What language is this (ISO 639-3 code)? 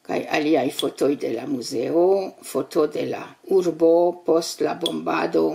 epo